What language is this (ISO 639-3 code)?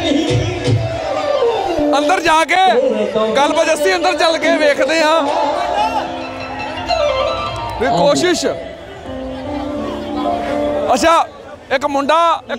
pan